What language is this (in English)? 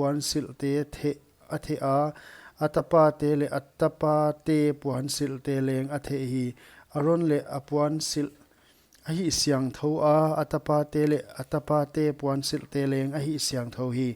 Paite Chin